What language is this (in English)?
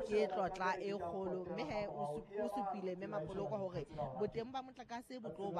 Southern Sotho